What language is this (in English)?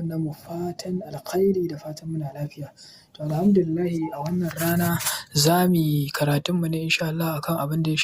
Hausa